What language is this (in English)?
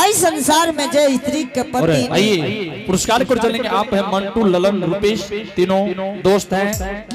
Angika